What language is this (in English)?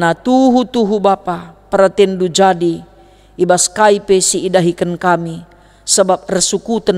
Batak Karo